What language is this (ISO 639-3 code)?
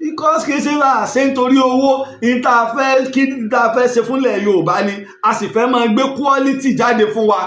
yor